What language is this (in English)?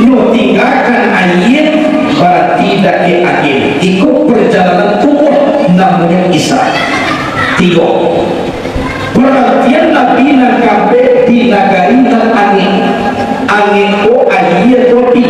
Minangkabau